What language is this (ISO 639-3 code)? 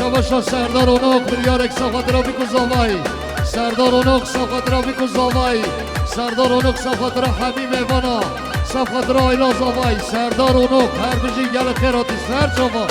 kur